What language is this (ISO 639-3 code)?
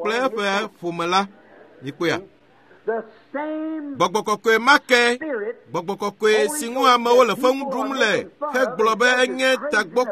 ewe